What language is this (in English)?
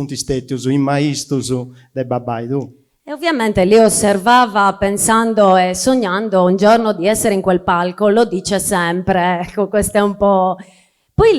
Sardinian